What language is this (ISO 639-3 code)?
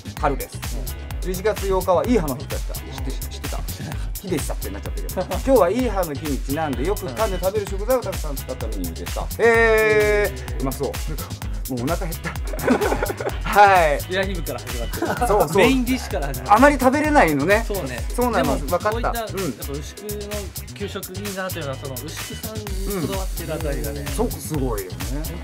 jpn